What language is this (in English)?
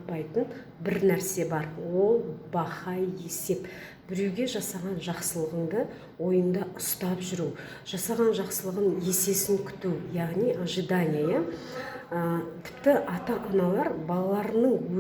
Kazakh